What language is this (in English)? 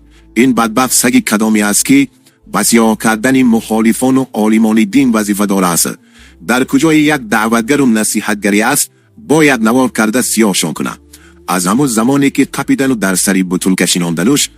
Tajik